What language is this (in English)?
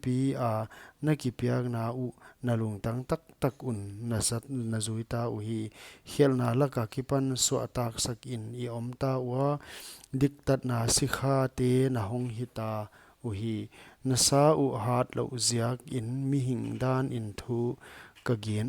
Paite Chin